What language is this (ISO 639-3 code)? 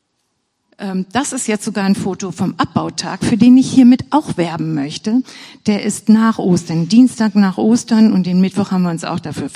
deu